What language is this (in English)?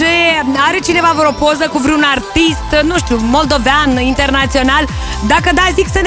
Romanian